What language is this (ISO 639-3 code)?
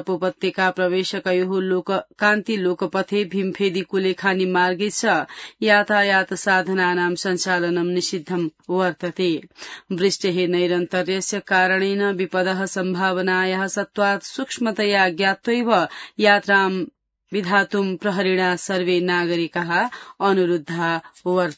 san